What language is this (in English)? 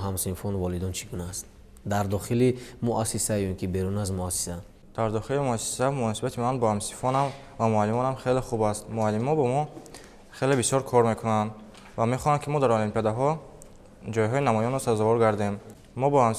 Tajik